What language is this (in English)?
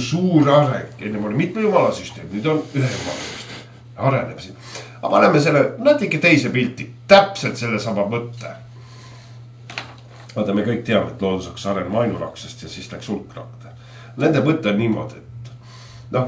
Estonian